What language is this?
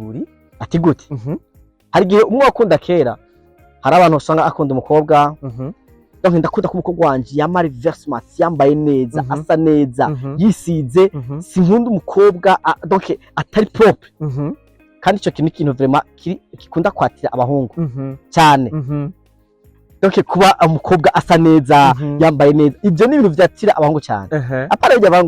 Rundi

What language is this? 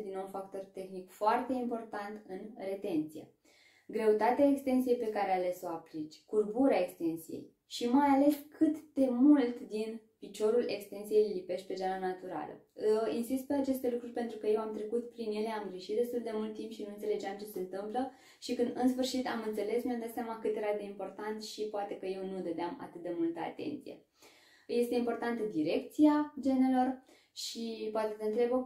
Romanian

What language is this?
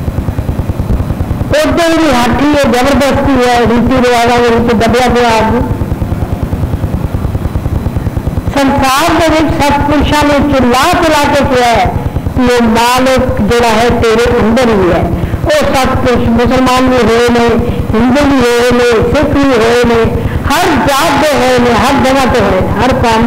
Hindi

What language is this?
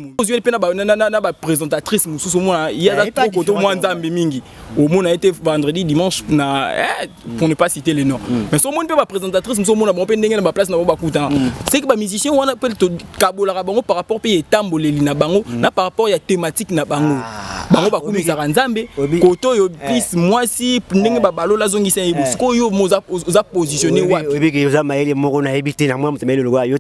Lingala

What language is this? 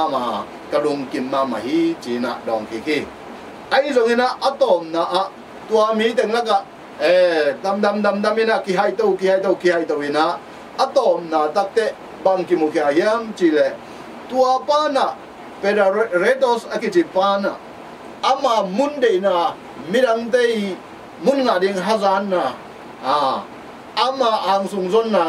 Tedim Chin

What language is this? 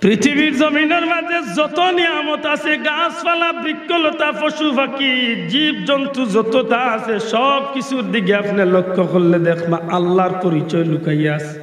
Sylheti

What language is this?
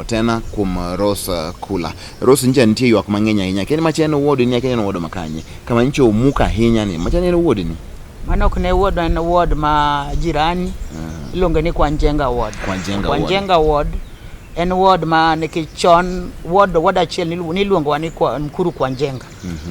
Luo (Kenya and Tanzania)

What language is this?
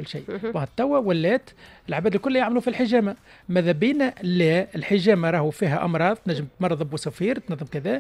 Tunisian Arabic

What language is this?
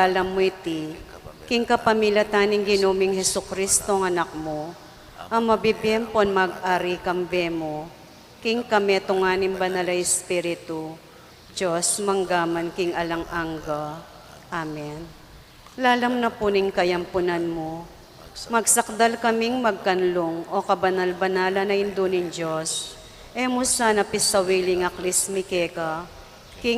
Pampanga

